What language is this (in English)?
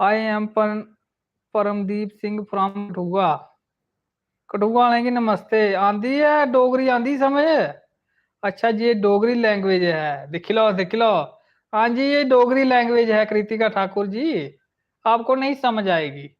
Dogri